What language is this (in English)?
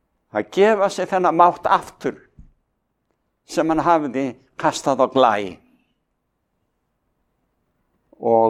Icelandic